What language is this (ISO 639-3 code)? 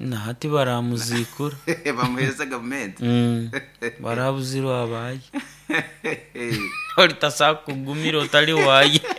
nyo